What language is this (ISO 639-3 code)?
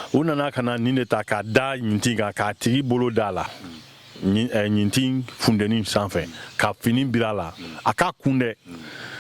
bam